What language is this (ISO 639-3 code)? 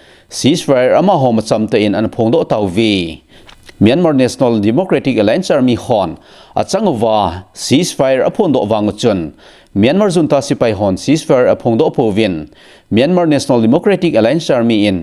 tcz